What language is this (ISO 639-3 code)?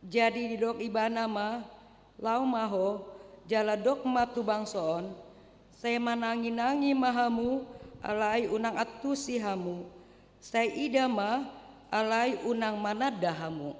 bbc